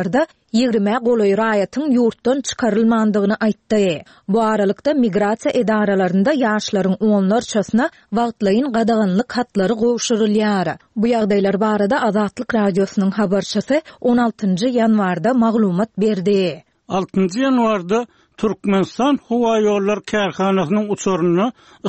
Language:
Turkmen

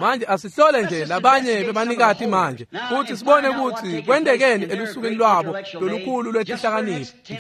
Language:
Swati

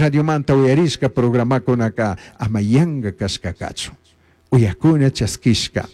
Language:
Chimborazo Highland Quichua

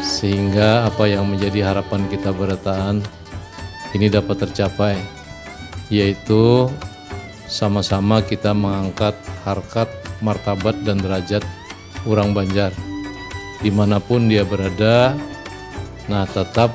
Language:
Banjar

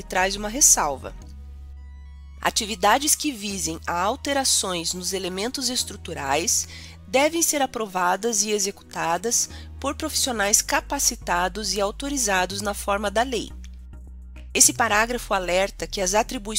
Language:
Portuguese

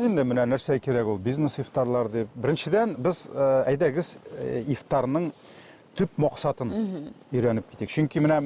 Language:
Tatar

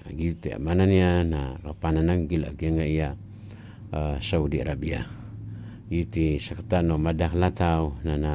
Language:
Maranao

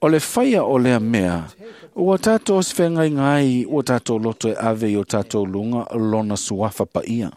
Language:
Samoan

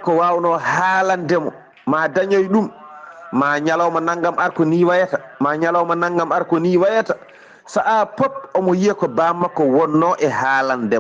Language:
Fula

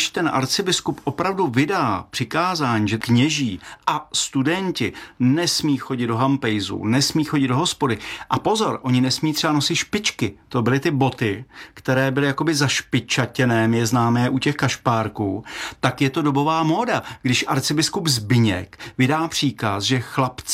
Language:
Czech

